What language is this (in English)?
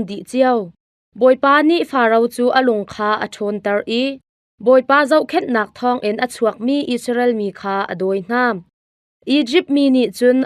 Hakha Chin